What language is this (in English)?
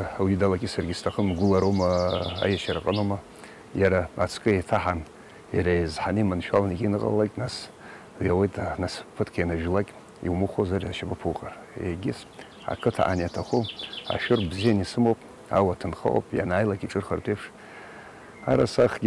Abkhazian